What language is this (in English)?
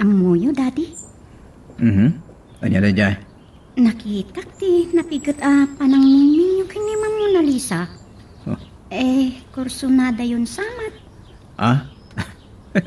Iloko